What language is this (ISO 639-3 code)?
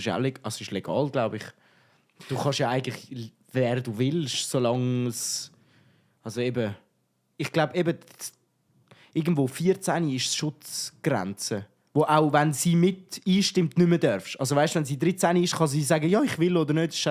gsw